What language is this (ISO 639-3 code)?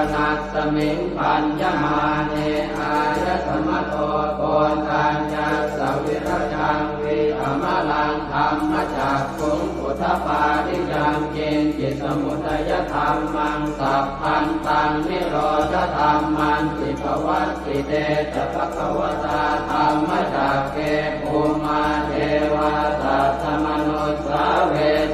pli